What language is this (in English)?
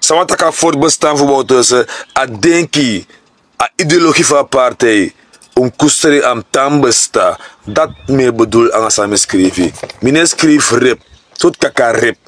Sranan Tongo